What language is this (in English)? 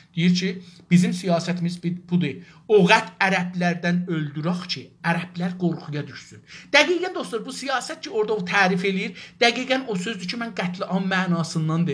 South Azerbaijani